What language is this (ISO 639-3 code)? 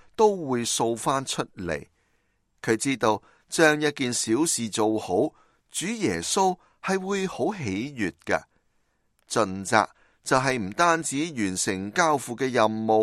yue